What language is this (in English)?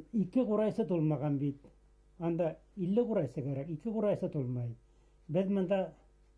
Bashkir